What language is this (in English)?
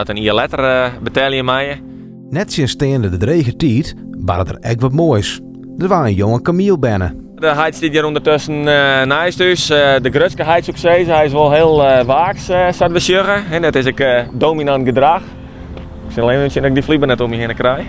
Western Frisian